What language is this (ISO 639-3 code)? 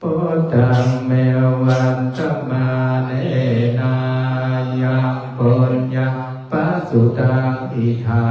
pli